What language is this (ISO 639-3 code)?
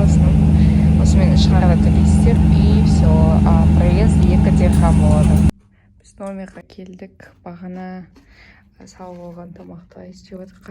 kaz